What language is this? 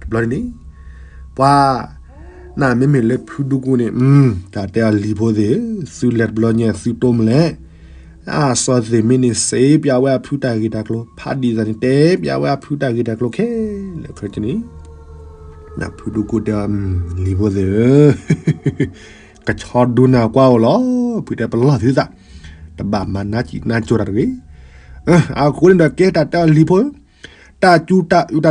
S'gaw Karen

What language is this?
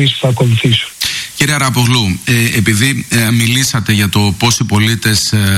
Greek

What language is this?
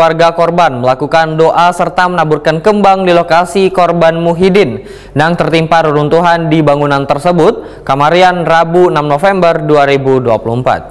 Banjar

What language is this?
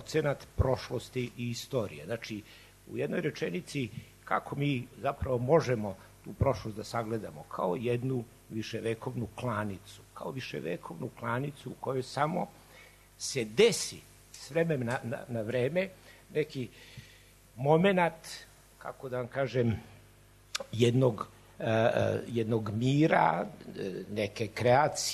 Serbian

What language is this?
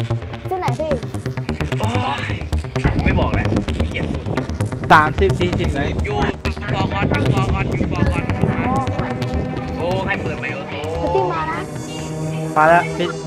Thai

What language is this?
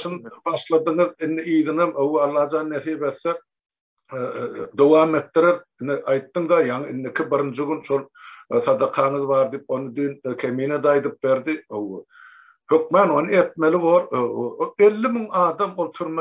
Turkmen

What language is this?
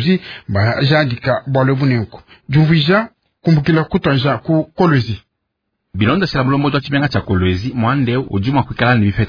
Luba-Lulua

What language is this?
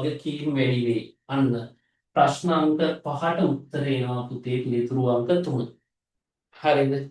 Sinhala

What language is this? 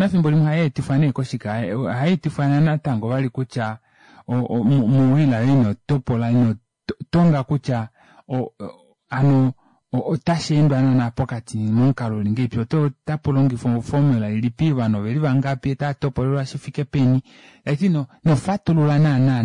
Kuanyama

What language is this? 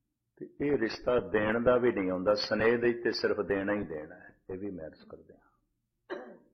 Punjabi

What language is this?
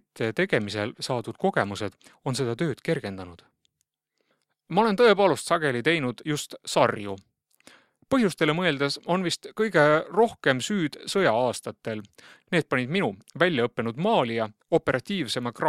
Estonian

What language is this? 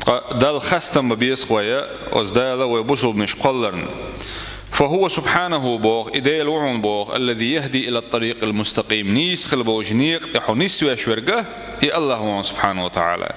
Chechen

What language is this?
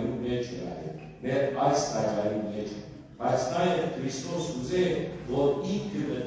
Western Armenian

